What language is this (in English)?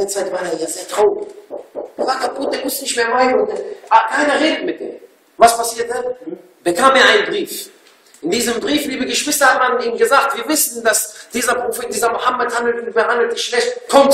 German